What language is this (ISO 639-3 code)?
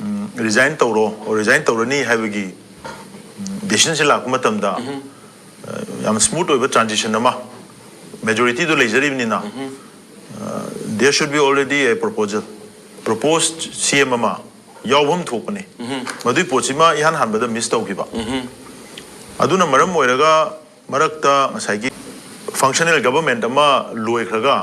mni